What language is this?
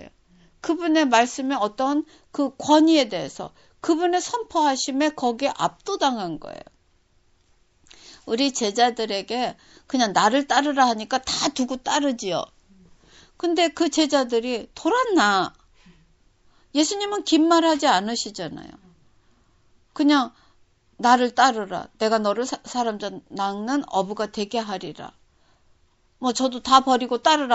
Korean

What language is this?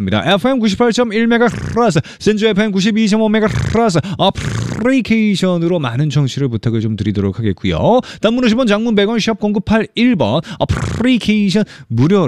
Korean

